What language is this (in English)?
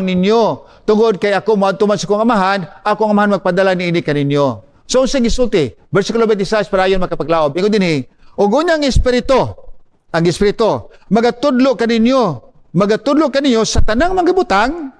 Cebuano